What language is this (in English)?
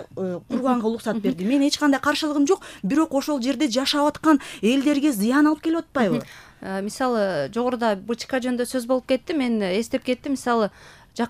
Kyrgyz